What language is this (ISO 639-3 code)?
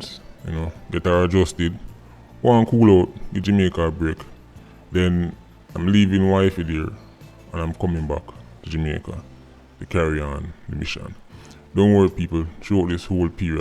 jam